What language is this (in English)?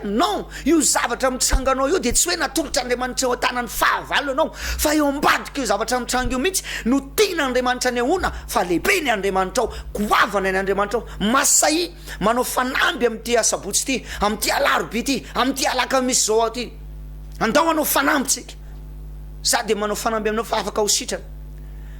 Malagasy